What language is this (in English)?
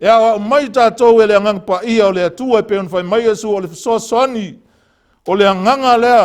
Samoan